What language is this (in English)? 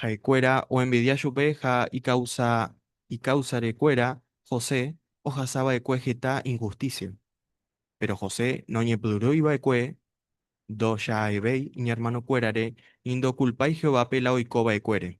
Guarani